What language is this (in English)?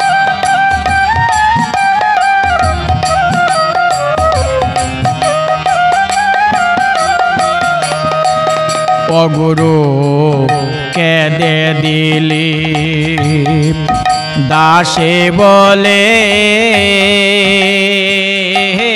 Bangla